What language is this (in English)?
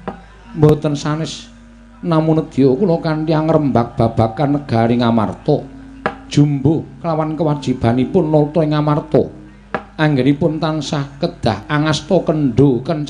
Javanese